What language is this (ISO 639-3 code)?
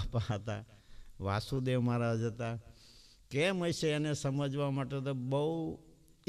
guj